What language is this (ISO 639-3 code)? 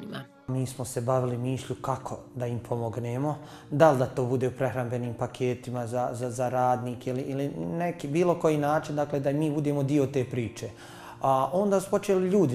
bos